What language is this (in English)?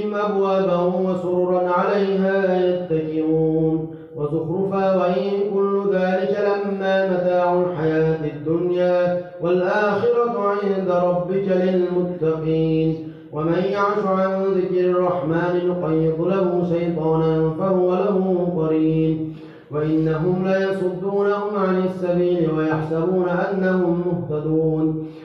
Arabic